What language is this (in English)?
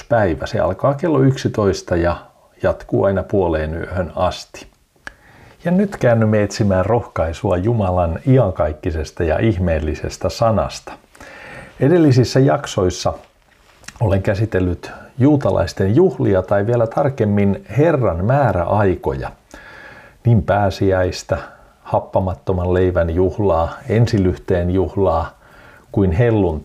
Finnish